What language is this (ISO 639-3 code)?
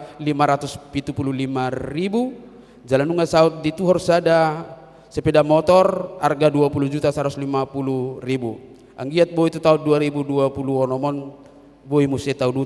bbc